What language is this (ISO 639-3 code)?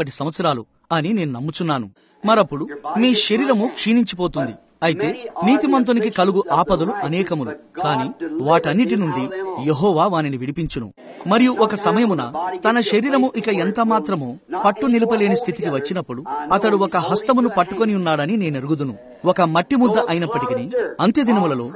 tel